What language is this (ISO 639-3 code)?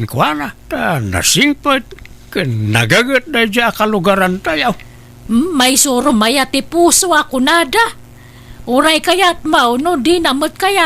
ilo